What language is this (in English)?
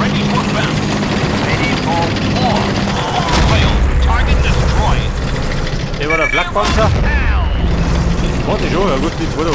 Bavarian